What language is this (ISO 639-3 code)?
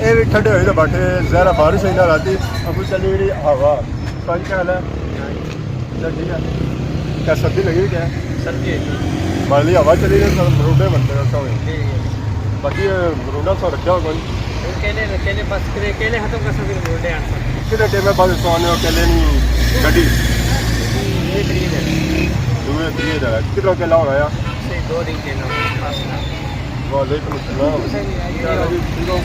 phr